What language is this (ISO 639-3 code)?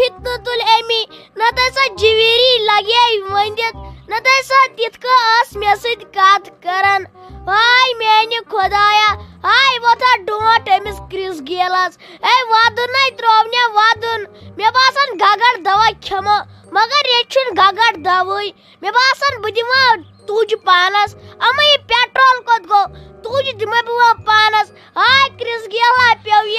kas